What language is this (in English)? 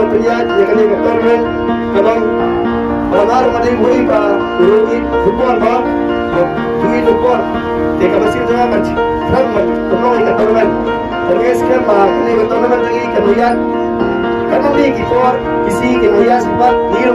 Khasi